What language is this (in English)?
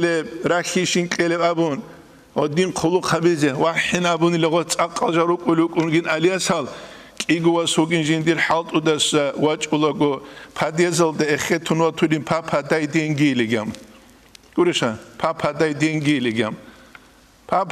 Avaric